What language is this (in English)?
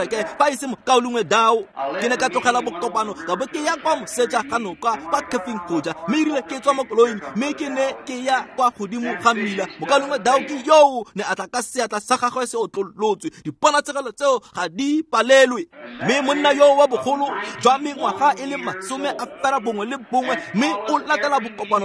Tswana